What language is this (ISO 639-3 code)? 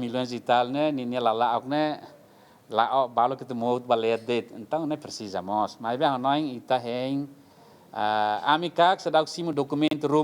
tet